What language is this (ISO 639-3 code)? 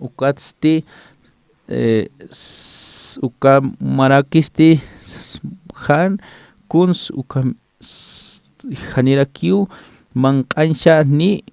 aym